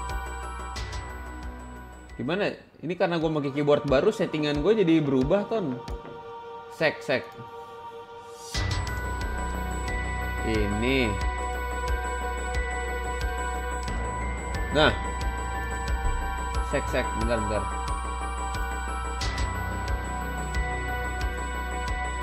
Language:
Indonesian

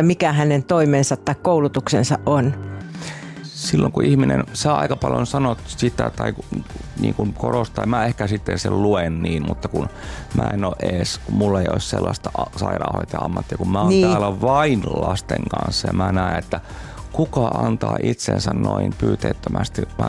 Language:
Finnish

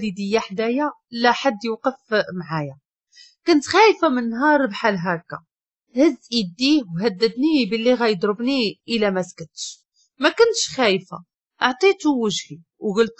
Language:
Moroccan Arabic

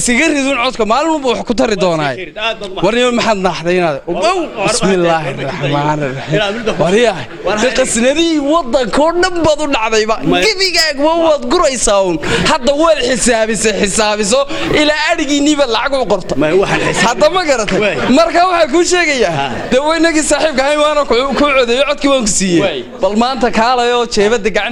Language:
Somali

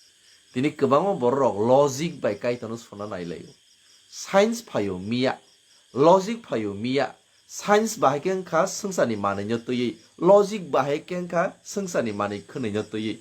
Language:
Kok Borok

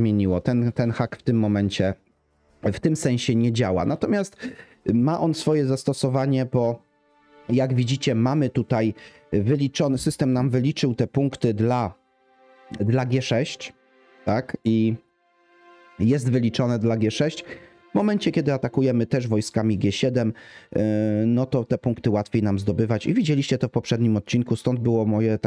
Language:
Polish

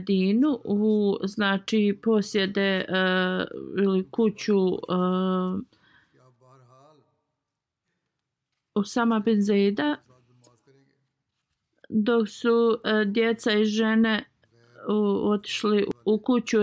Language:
Bosnian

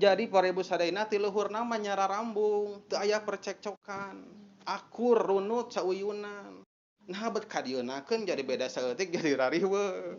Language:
Sundanese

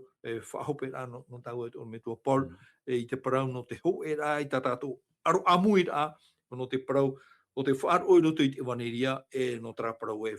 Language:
Tahitian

